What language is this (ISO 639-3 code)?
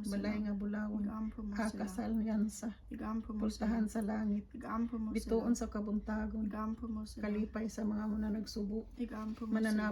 ceb